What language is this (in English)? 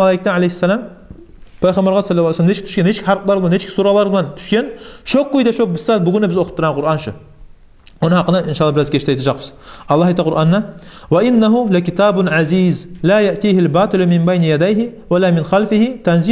Kumyk